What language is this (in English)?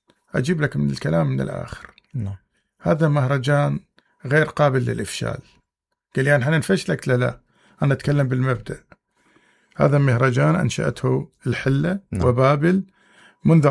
Mesopotamian Arabic